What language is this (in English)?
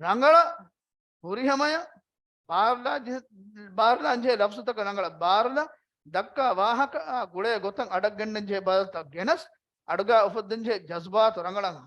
Divehi